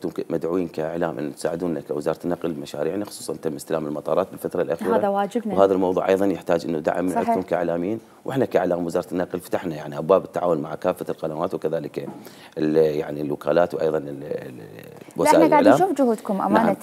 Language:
Mesopotamian Arabic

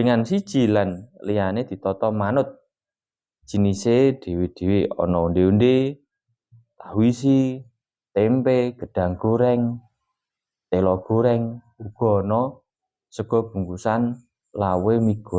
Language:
Javanese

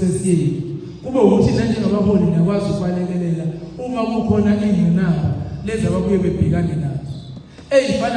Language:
Zulu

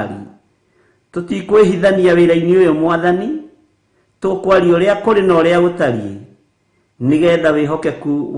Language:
Kikuyu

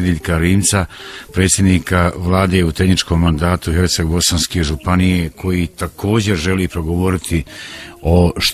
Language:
Croatian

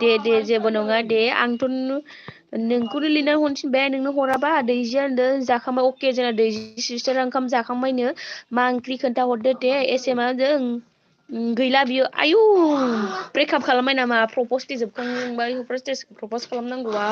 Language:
Bodo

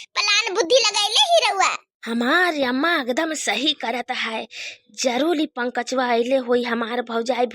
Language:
Bhojpuri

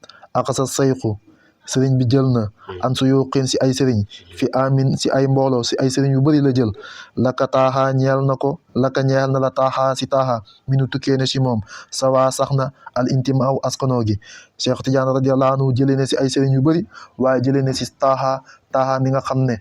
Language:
Wolof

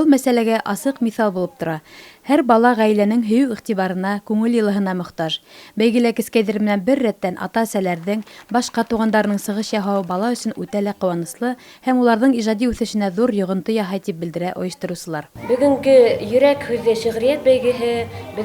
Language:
Bashkir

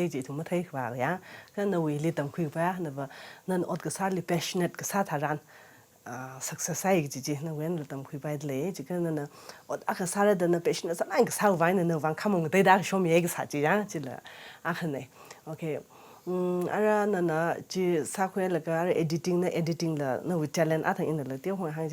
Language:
Tangkhul Naga (India)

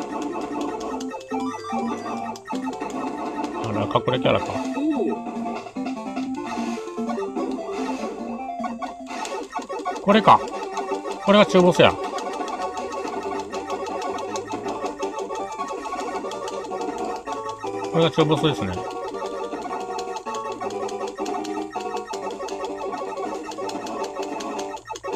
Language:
Japanese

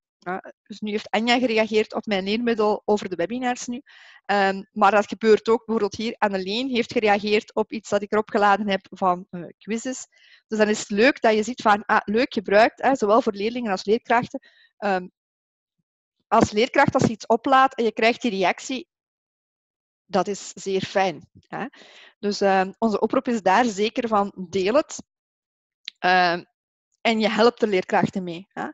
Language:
Dutch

